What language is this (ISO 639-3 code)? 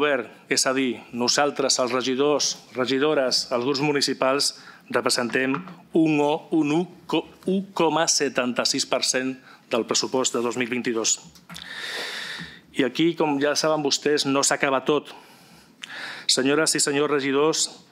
cat